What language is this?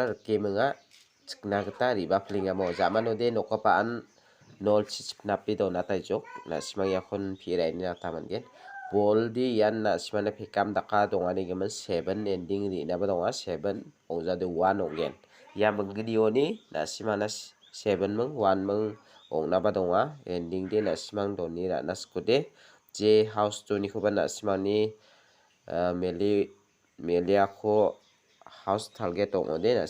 Garo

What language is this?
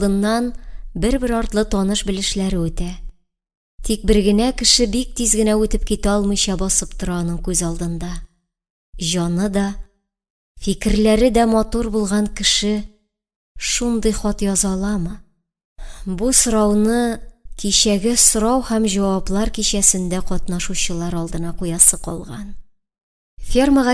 Tatar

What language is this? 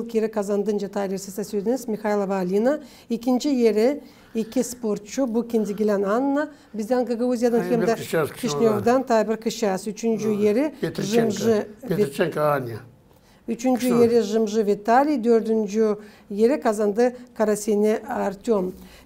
Gagauz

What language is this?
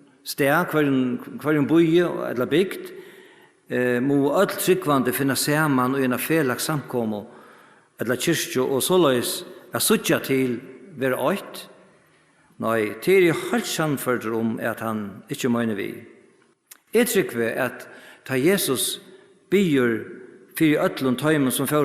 Faroese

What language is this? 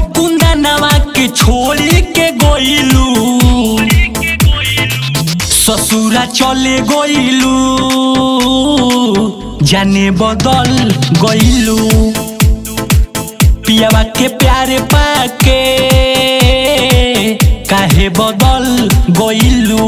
Bhojpuri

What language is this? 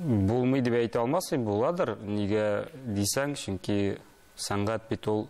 Tatar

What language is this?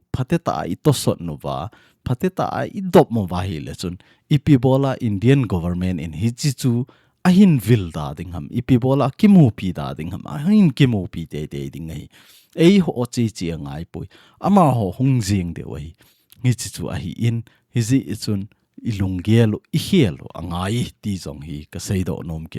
Thado Chin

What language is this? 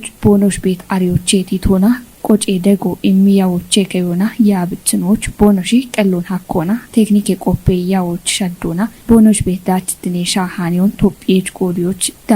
Kafa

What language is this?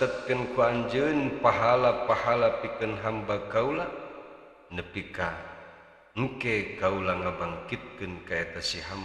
Sundanese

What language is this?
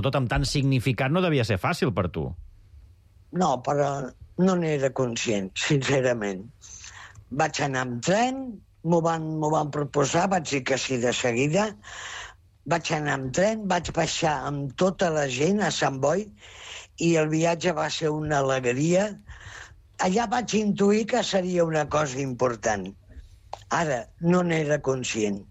Catalan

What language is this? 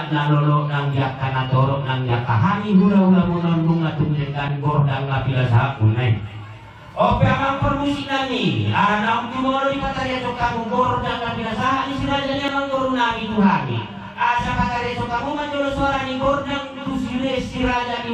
Batak Toba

